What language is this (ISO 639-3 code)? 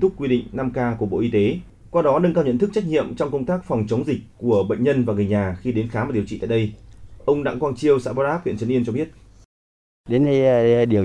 vie